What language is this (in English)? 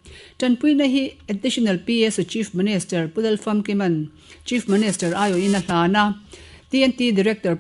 Mizo